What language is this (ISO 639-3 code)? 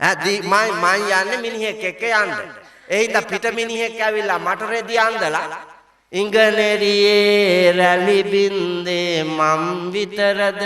sin